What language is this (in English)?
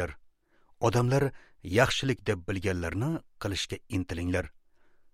Uzbek